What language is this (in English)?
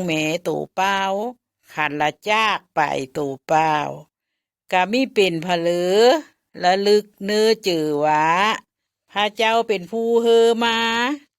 Lao